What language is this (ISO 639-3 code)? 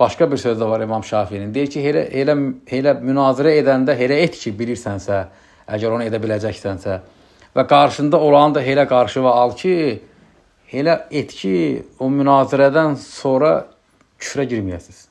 aze